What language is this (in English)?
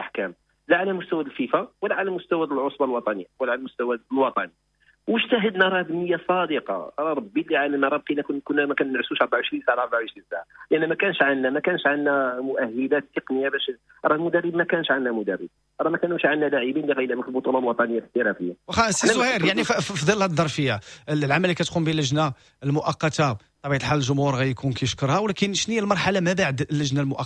Moroccan Arabic